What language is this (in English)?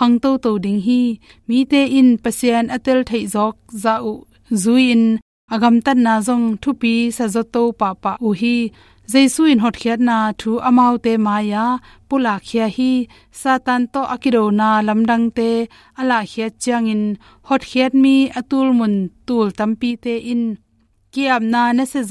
Tedim Chin